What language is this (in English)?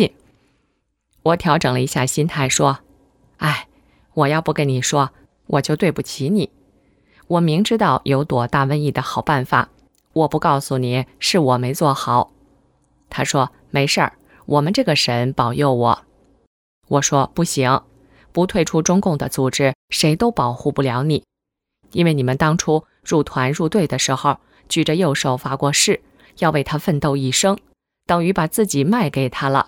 Chinese